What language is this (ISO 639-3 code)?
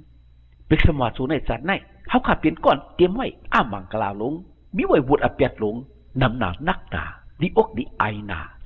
shn